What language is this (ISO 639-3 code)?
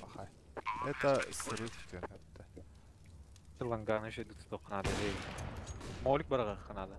sah